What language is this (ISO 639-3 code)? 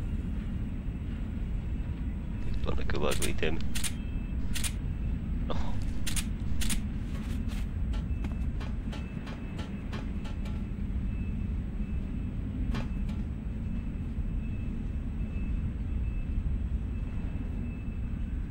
fin